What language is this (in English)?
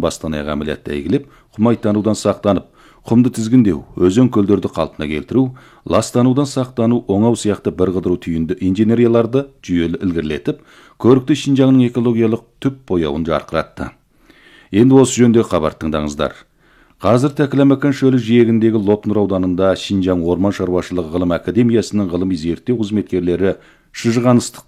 Kazakh